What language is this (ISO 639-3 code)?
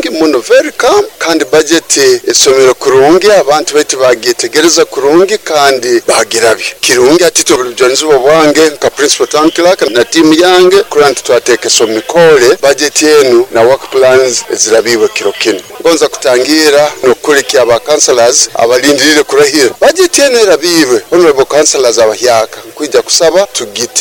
nyo